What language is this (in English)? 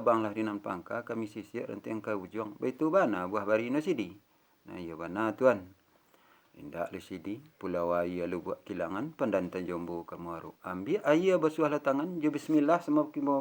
Minangkabau